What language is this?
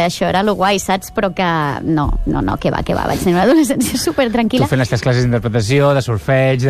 Catalan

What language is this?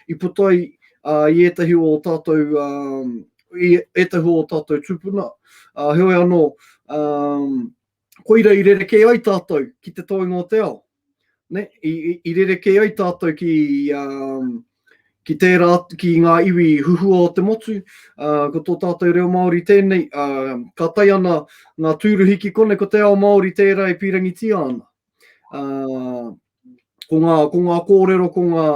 Māori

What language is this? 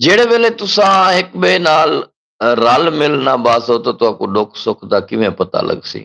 Saraiki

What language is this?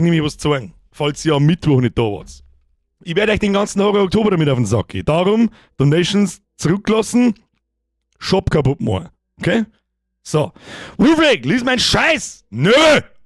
Bavarian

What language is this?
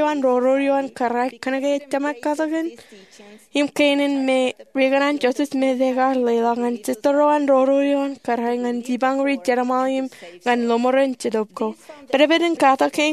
Marshallese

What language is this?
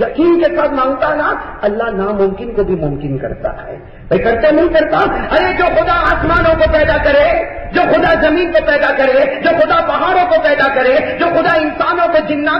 Urdu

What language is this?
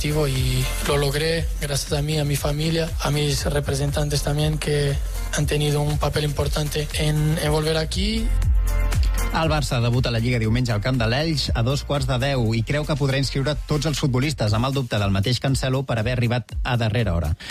Catalan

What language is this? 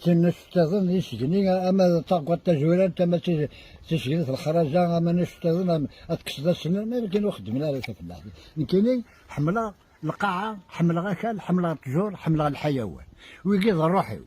Kabyle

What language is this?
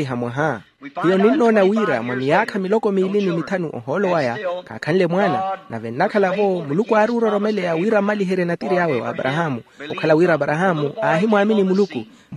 Makhuwa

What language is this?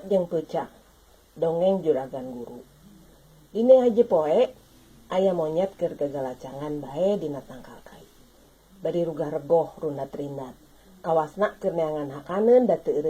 Sundanese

